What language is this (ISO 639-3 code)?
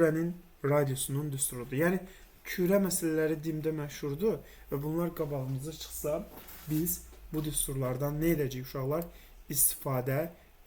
aze